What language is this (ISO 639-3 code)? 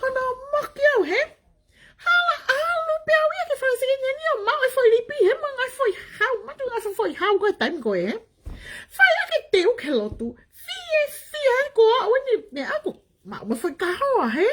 ton